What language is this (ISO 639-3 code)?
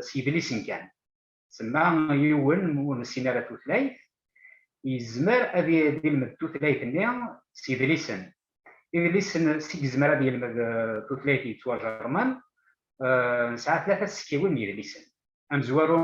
kab